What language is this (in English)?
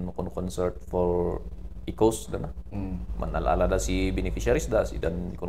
Kankanaey